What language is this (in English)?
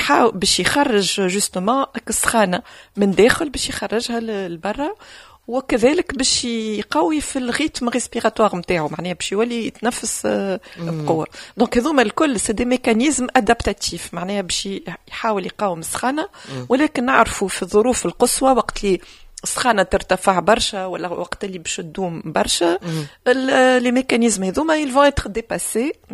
Tunisian Arabic